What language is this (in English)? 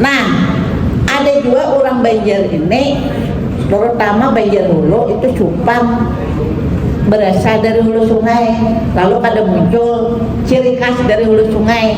Banjar